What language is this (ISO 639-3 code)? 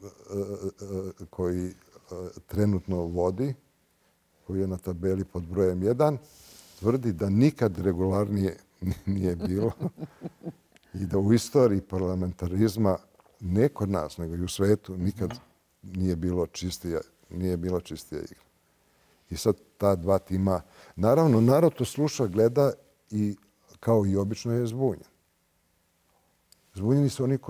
srp